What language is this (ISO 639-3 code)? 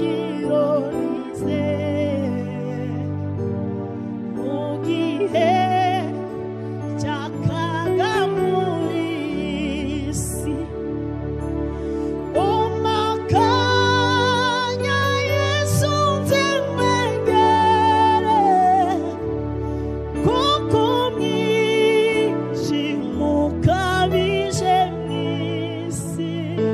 kin